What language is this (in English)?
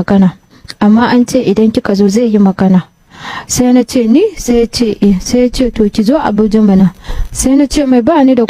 Hausa